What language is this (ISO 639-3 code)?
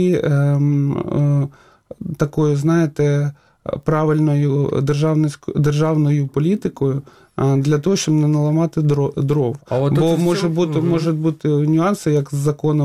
ukr